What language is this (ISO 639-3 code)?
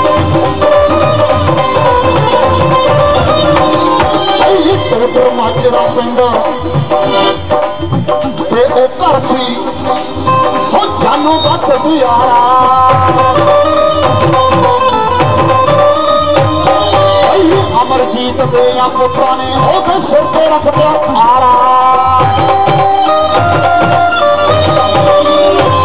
pan